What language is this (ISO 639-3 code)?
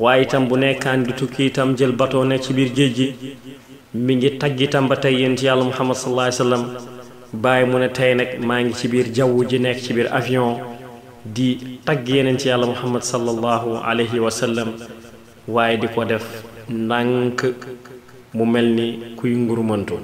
wol